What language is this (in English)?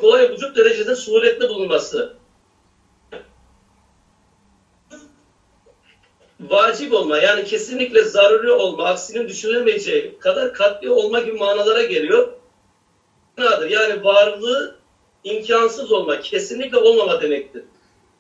Turkish